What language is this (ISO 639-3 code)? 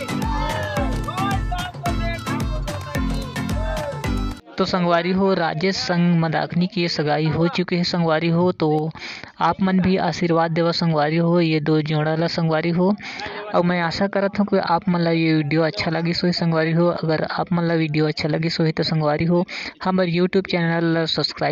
hne